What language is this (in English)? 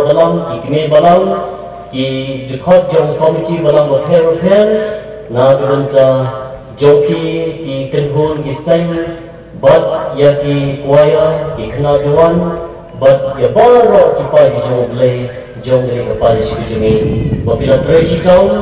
Khasi